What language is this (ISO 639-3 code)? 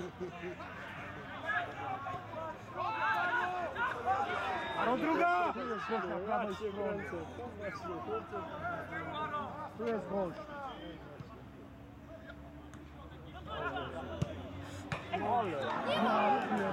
pol